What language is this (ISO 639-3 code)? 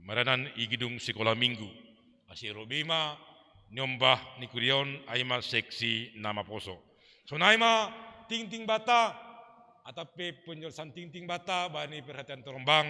bts